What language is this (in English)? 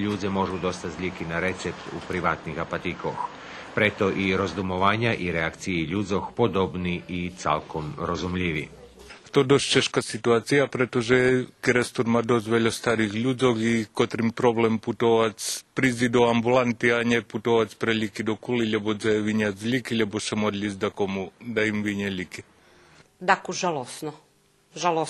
Rusyn